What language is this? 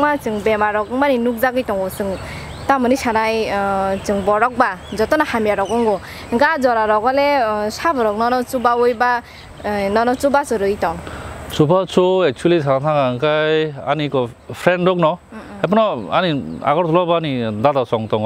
Kok Borok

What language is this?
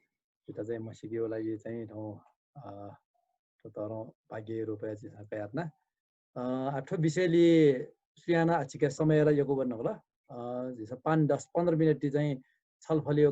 Newari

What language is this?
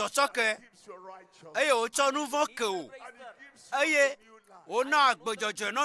Ewe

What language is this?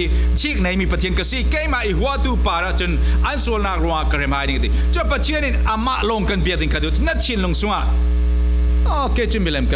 Falam Chin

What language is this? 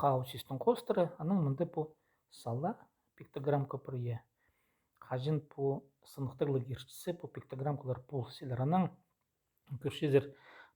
Khakas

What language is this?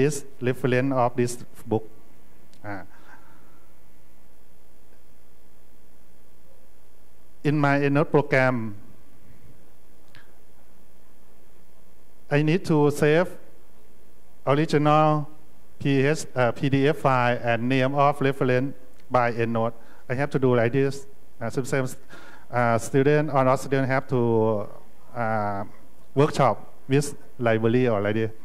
English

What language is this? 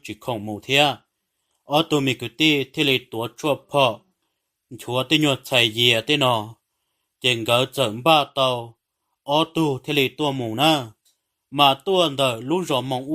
Hmong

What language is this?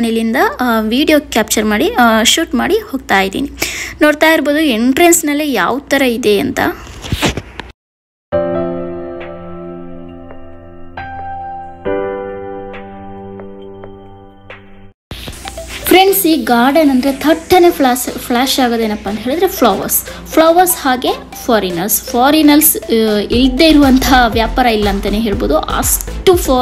Kannada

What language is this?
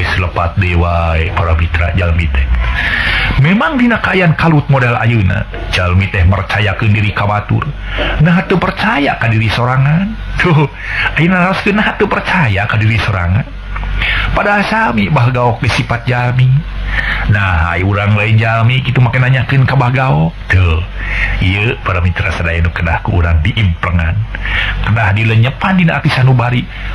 Sundanese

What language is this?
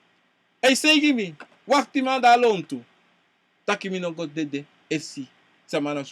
Sranan Tongo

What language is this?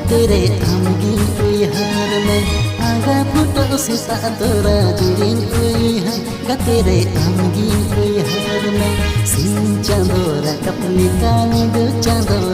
Santali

